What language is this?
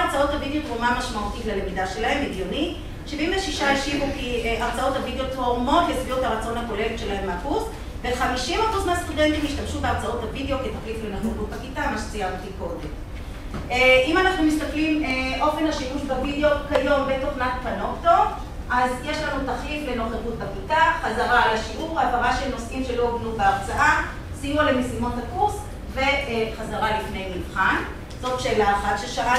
Hebrew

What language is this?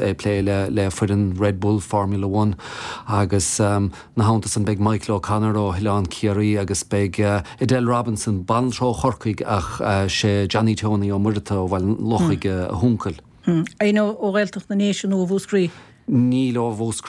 Irish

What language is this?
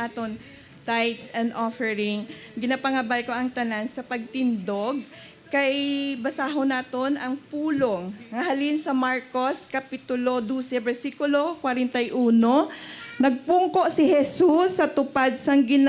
Hiligaynon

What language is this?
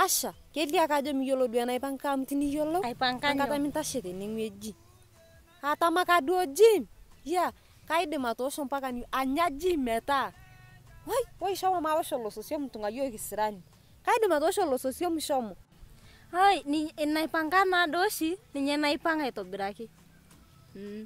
Masai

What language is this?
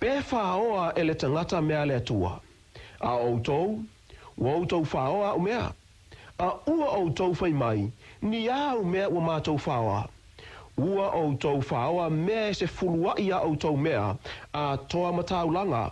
Samoan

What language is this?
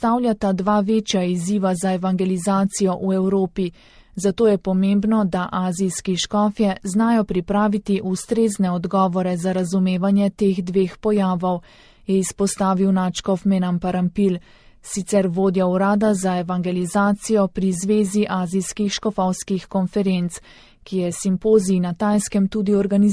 Slovenian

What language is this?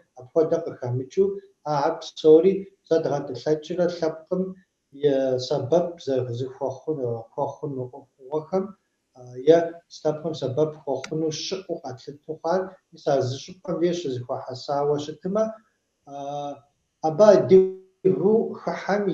Kabardian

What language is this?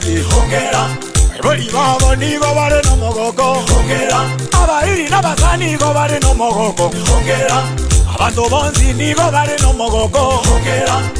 Gusii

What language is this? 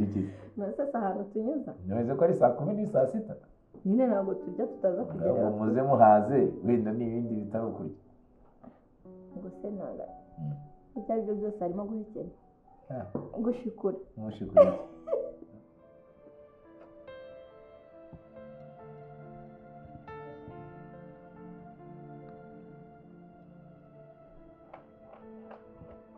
Kinyarwanda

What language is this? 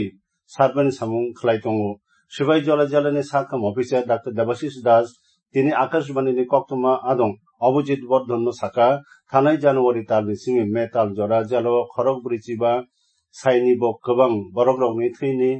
Kok Borok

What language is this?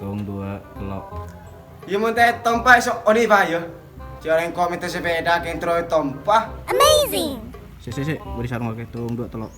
Madurese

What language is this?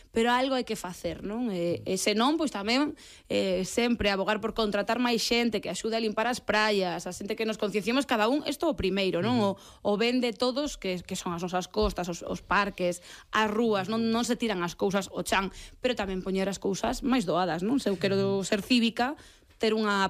Galician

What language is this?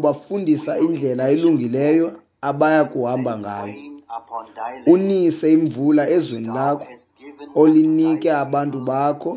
Xhosa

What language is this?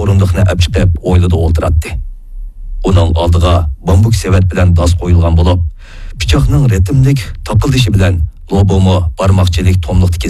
Uyghur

